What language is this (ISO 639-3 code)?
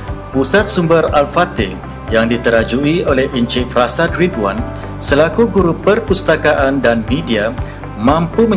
msa